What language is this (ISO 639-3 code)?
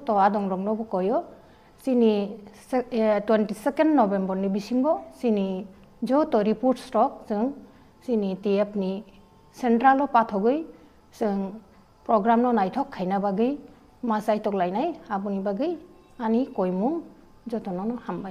trp